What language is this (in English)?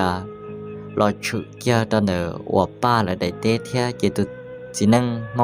Hmong